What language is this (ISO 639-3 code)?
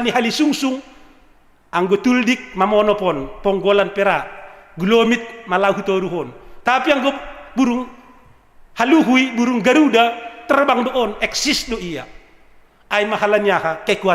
bts